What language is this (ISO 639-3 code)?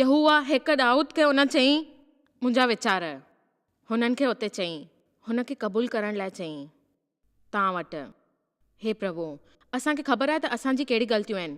snd